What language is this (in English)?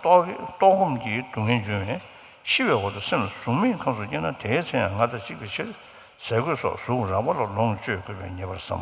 Tibetan